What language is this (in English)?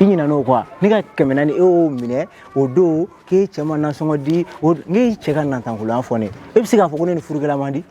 Bambara